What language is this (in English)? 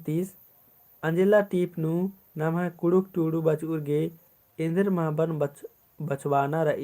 Kurukh